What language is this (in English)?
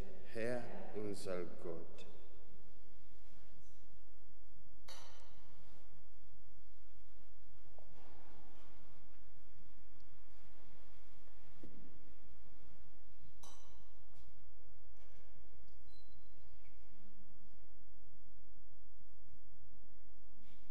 German